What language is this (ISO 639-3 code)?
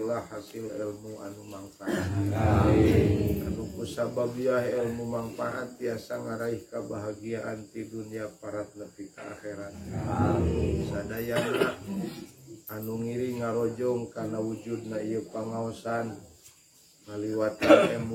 sun